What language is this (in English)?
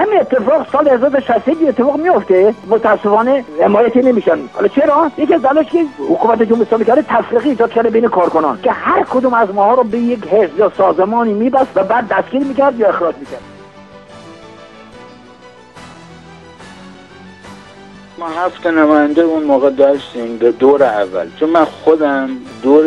Persian